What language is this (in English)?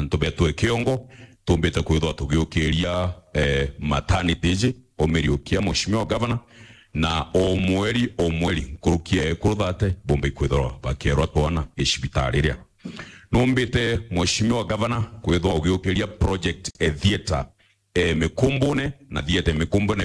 Meru